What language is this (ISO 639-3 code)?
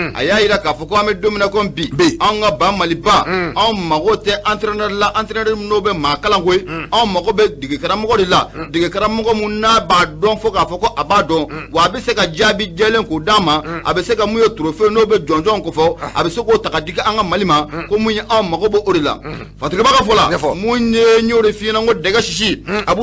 bam